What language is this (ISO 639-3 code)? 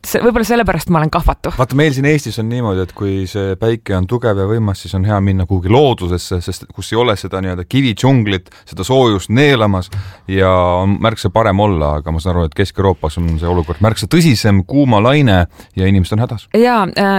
est